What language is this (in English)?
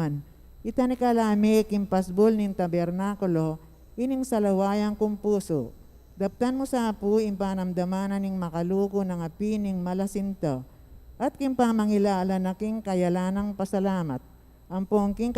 Pampanga